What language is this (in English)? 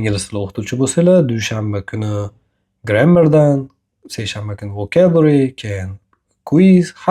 Uzbek